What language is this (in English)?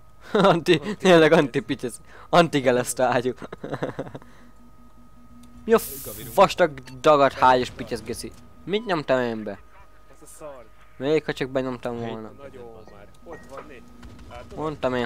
Hungarian